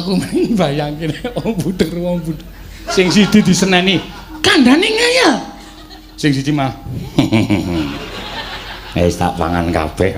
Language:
Javanese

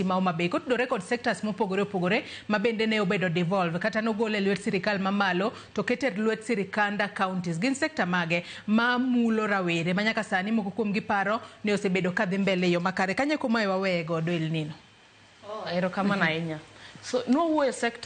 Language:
Luo (Kenya and Tanzania)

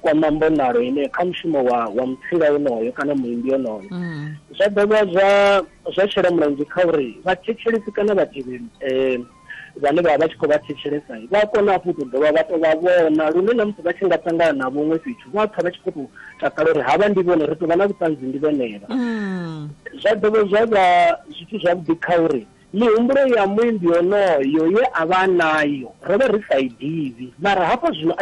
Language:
Venda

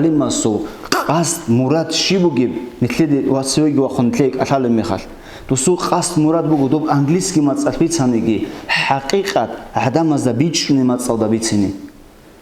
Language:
Avaric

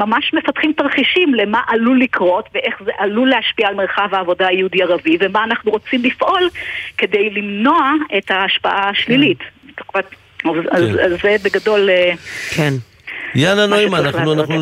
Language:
Hebrew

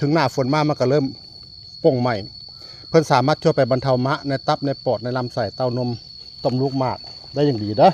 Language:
Northeastern Thai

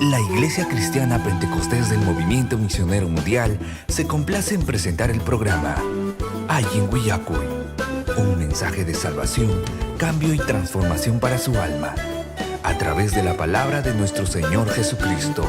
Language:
Ayacucho Quechua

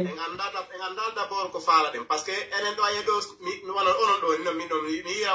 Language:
Pular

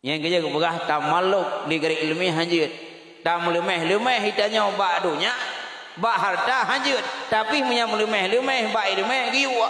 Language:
Achinese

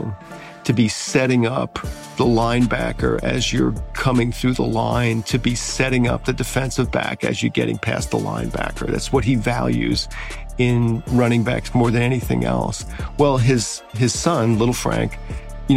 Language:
English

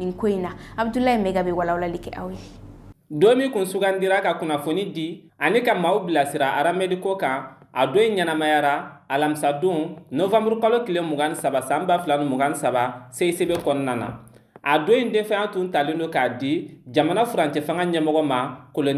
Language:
Bambara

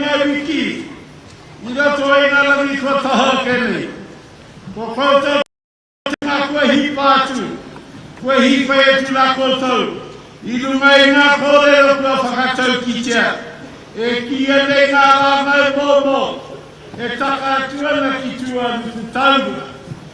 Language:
Māori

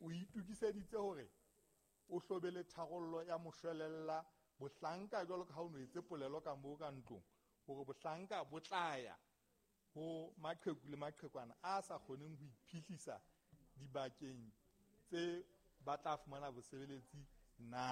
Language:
Southern Sotho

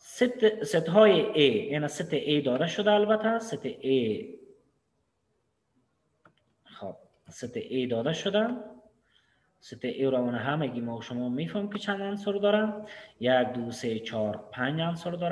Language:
Persian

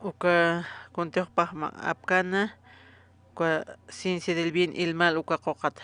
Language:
Aymara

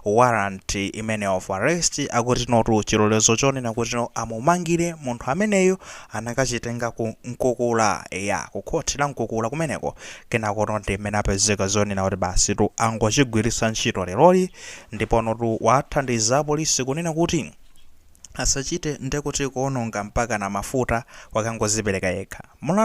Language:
Nyanja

